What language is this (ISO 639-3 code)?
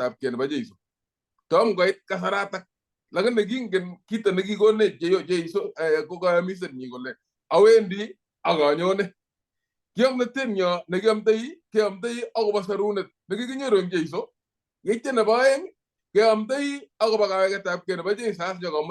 kln